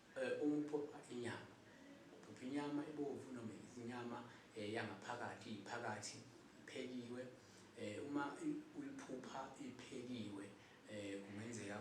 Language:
Zulu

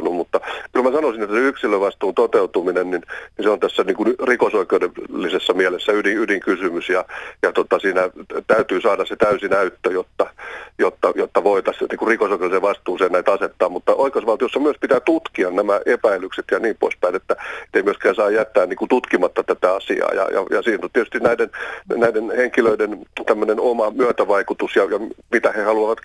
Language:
Finnish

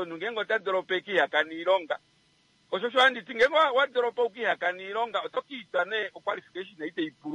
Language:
Kuanyama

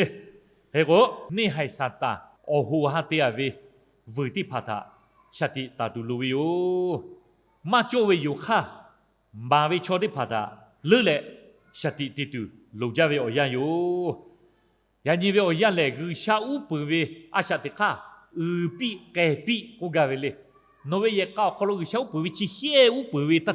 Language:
Lahu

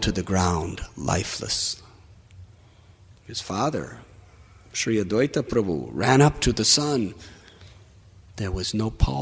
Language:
English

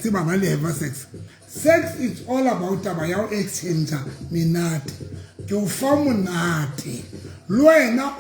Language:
Southern Sotho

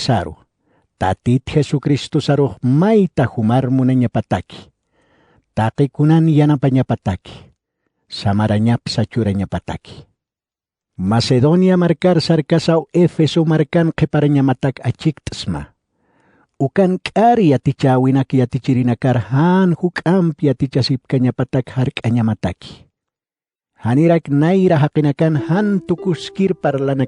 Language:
Aymara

